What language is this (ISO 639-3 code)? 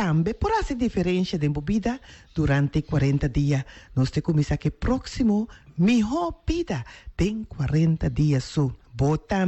pap